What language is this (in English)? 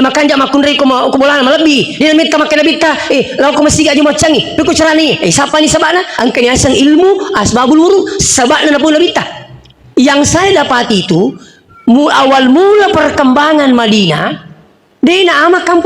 Buginese